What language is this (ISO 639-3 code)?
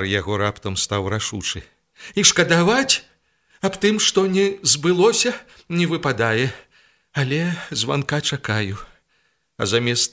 bel